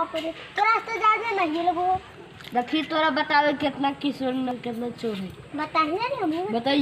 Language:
Magahi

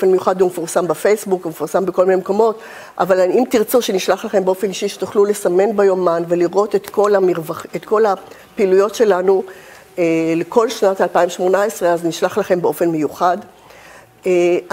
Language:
Hebrew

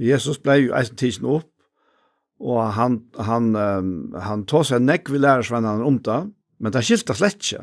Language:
Faroese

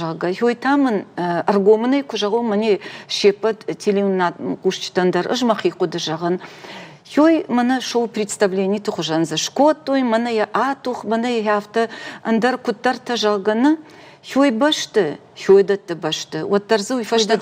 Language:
Ossetic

